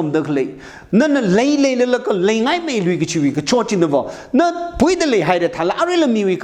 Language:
Tangkhul Naga (India)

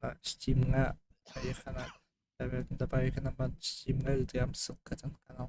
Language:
Yakut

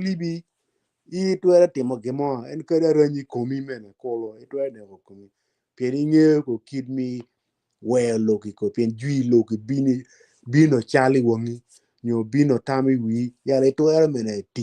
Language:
Acoli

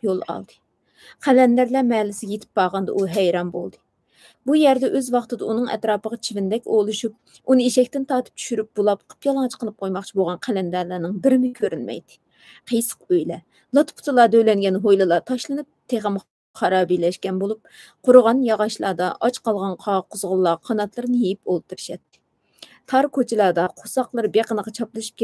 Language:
Uyghur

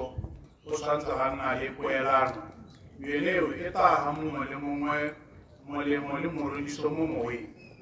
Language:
Tswana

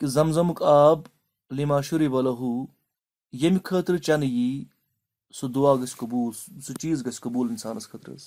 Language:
Kashmiri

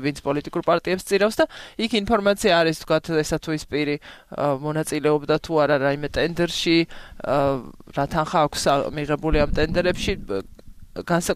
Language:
Georgian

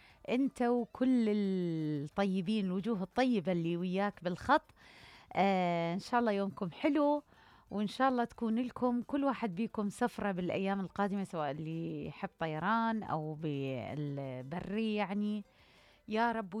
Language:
Mesopotamian Arabic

